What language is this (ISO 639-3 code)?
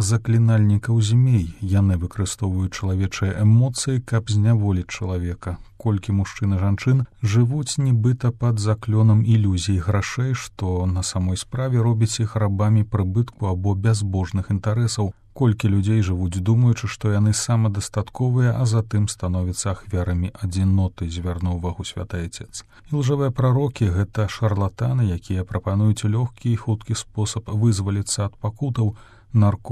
bel